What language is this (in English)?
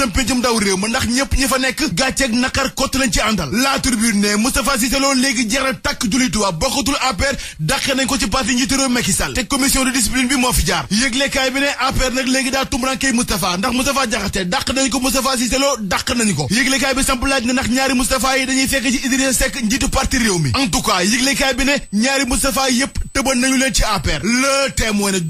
Wolof